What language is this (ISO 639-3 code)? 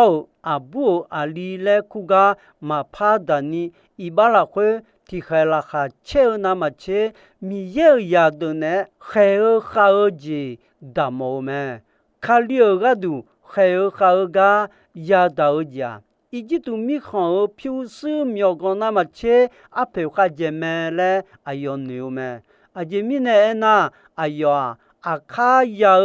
ahk